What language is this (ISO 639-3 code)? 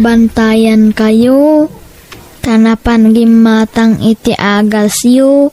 ilo